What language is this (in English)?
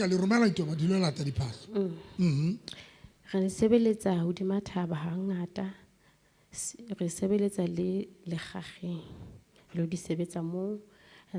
Southern Sotho